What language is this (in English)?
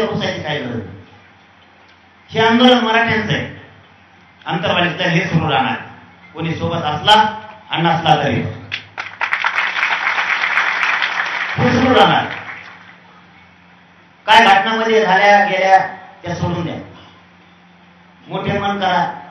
Marathi